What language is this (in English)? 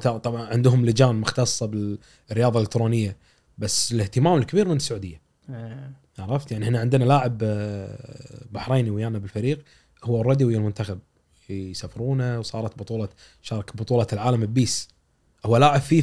Gulf Arabic